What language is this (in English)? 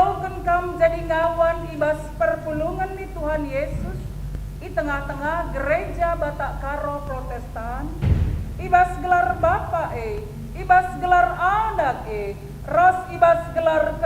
Batak Karo